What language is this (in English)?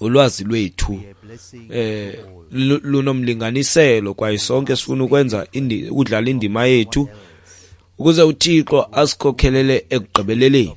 Xhosa